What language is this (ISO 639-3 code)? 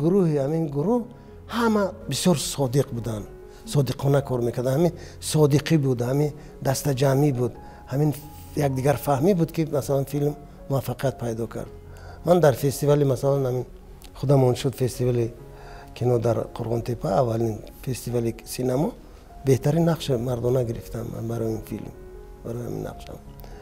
tgk